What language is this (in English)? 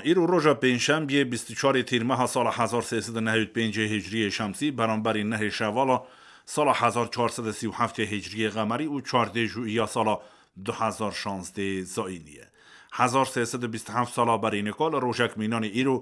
Kurdish